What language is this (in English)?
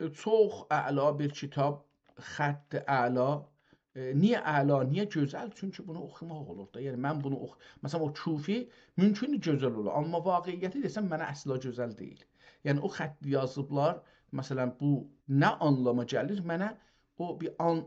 South Azerbaijani